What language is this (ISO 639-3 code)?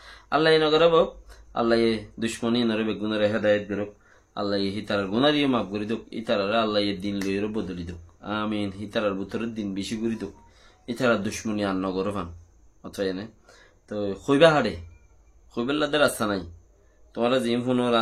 rhg